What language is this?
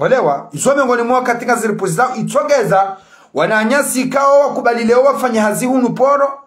Ngazidja Comorian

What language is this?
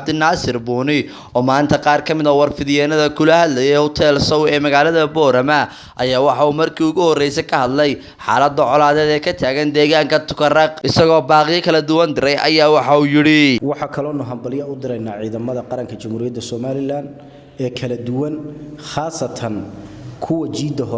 Somali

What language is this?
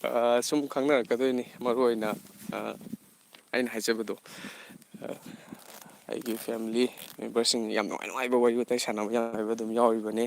Manipuri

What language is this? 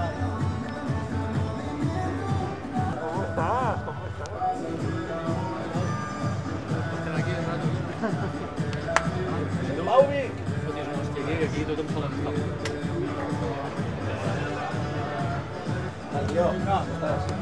Catalan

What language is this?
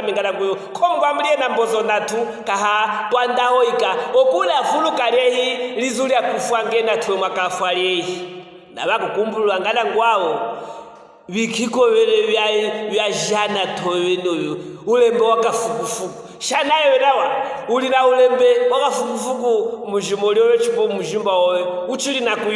Luvale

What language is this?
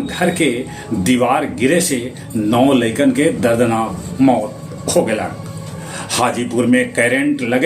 Magahi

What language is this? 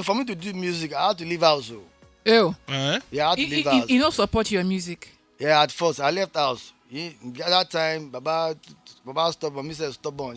Nigerian Pidgin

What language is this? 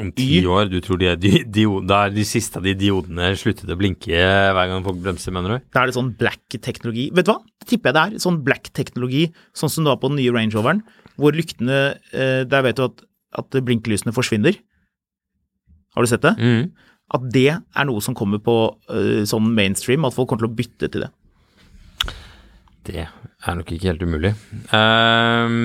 Norwegian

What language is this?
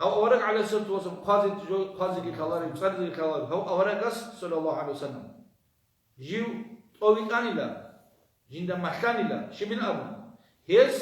Avaric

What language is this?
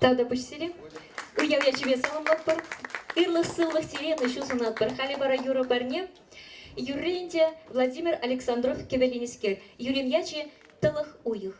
Chuvash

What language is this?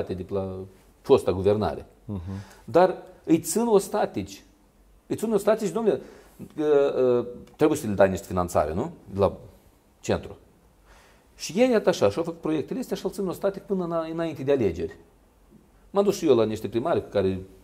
Romanian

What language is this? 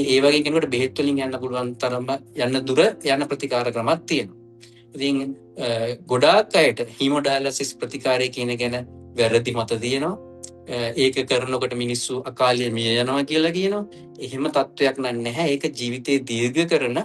Sinhala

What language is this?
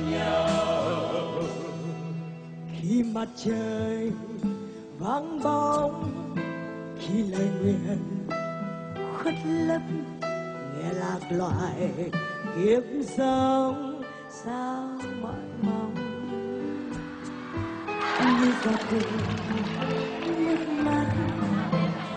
Vietnamese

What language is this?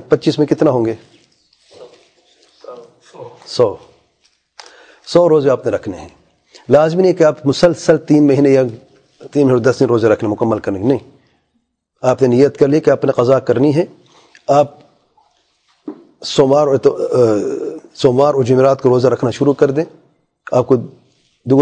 Urdu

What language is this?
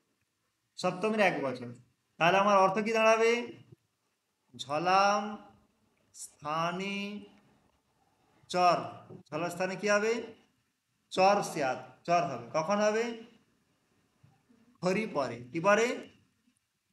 Bangla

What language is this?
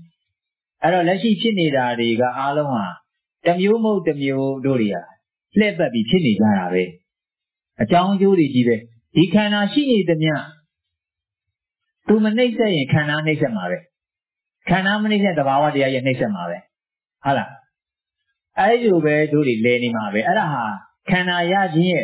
Burmese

